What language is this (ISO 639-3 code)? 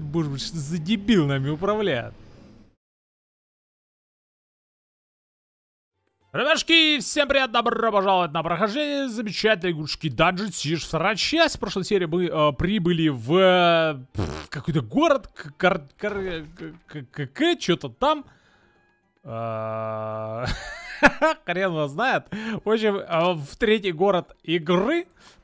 rus